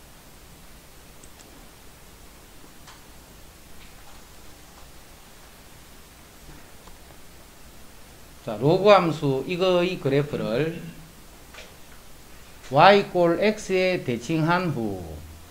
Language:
Korean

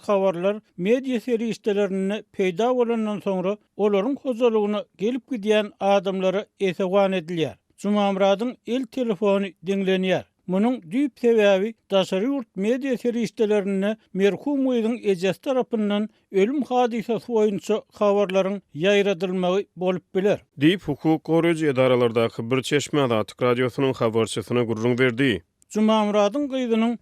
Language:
Turkmen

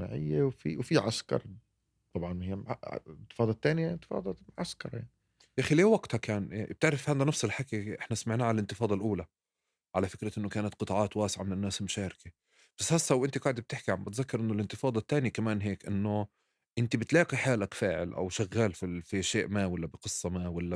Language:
North Levantine Arabic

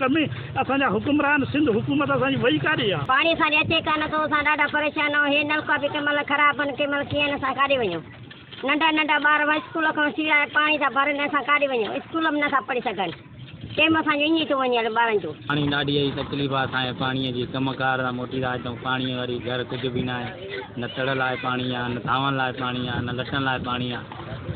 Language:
Sindhi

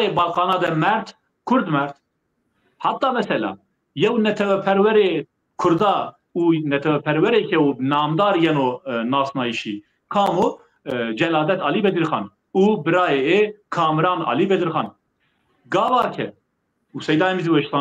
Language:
Zaza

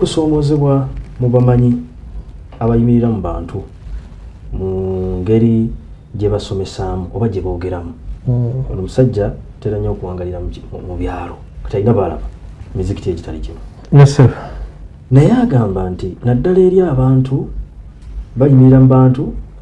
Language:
Ganda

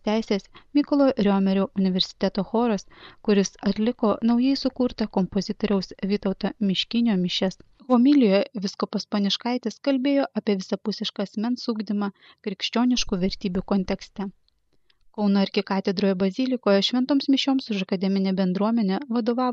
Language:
Lithuanian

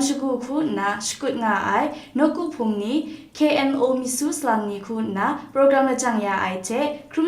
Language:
Kachin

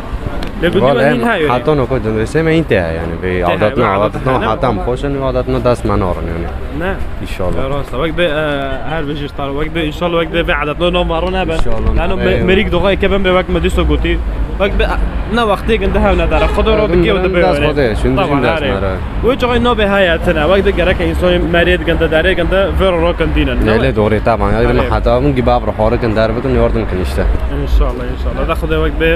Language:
Kurdish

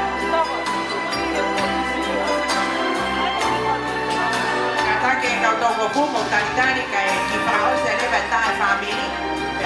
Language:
Tongan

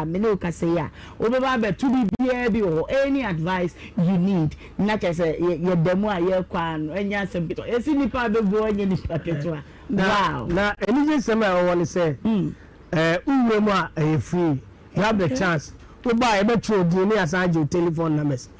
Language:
Akan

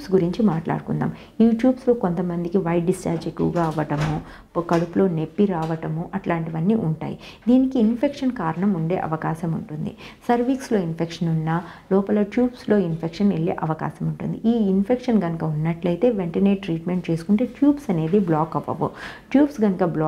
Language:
Telugu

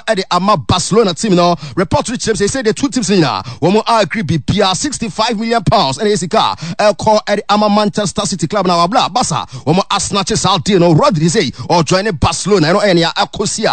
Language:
Akan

